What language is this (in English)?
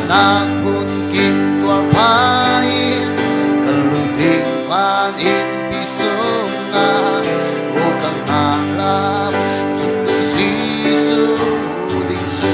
Falam Chin